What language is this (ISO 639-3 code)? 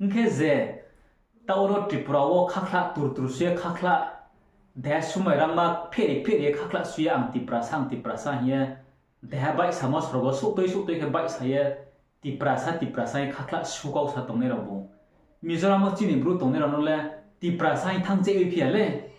ria